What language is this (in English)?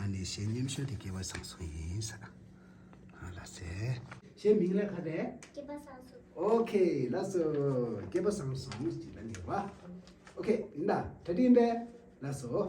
Tibetan